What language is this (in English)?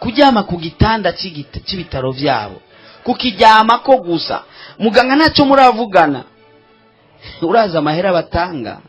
Rundi